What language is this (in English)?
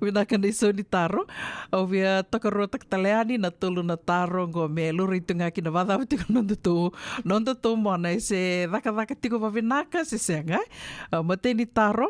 Fijian